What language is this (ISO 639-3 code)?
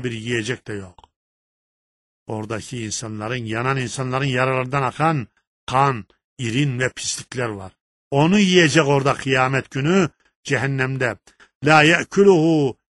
tur